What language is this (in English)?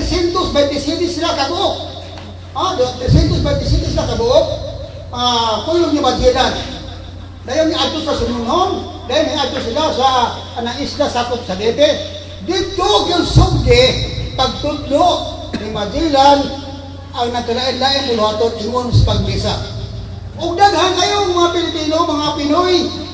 Cebuano